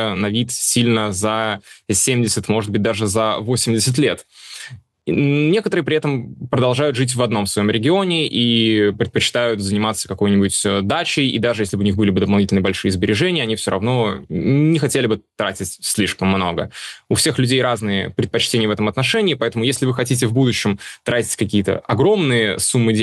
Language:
Russian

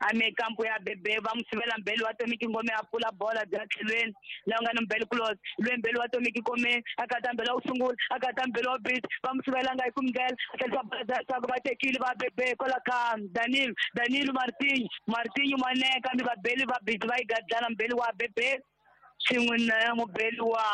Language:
Tsonga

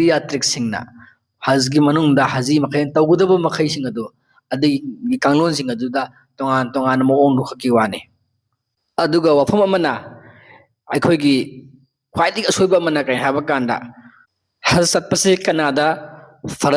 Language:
Manipuri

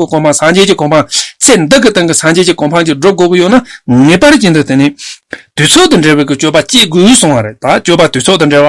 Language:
Tibetan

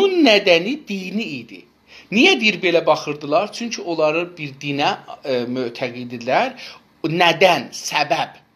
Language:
South Azerbaijani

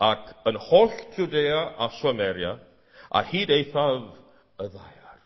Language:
Welsh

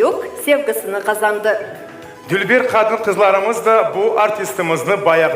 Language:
Crimean Tatar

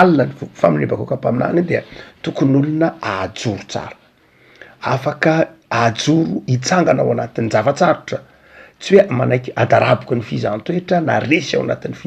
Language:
Malagasy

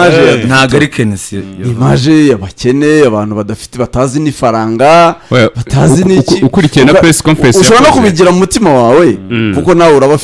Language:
Kinyarwanda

